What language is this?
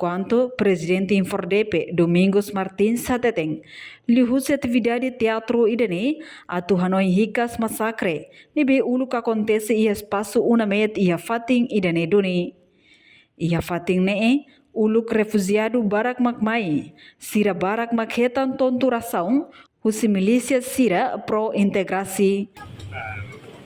Tetum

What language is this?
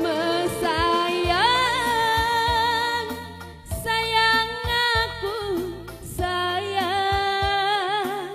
Batak Karo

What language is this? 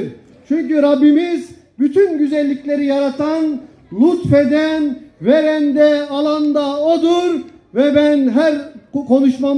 Turkish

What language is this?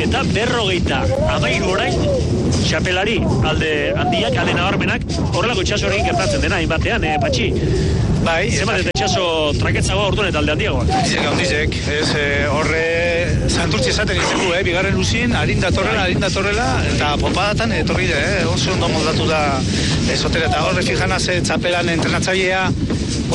Basque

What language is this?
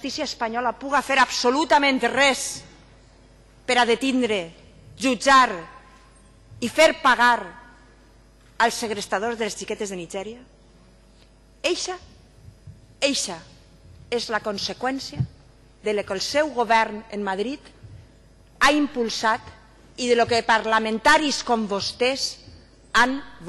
Catalan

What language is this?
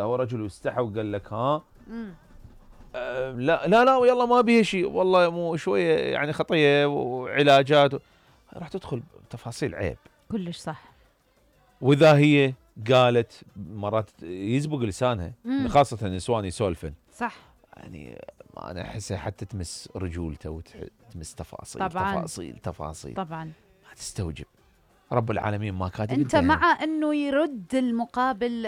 Mesopotamian Arabic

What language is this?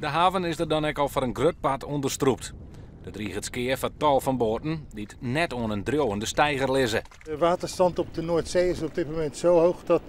Western Frisian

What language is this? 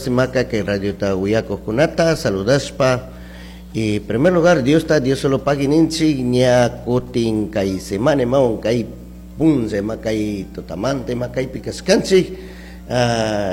Chimborazo Highland Quichua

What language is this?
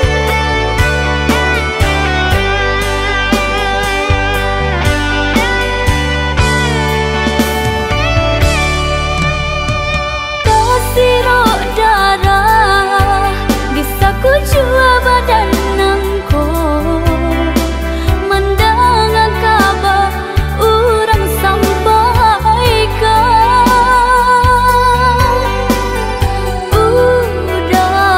Minangkabau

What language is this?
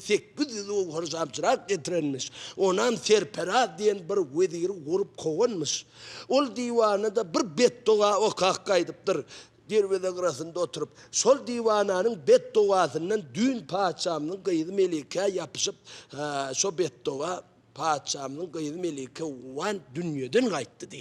Turkmen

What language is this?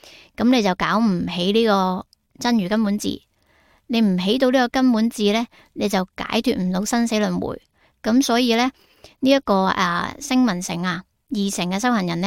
Cantonese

